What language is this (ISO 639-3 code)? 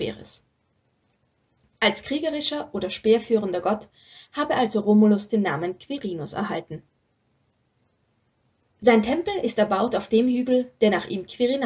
deu